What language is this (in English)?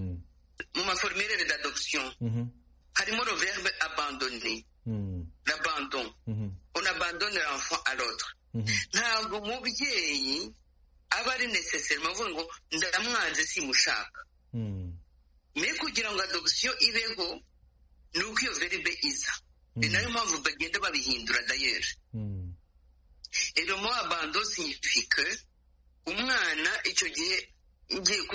Kinyarwanda